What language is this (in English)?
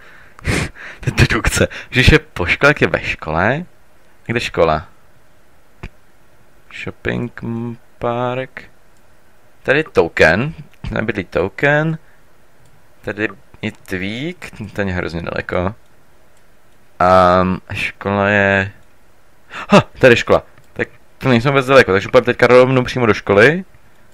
Czech